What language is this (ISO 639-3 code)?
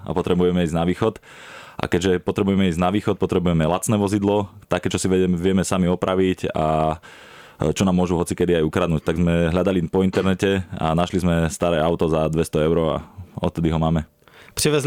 slk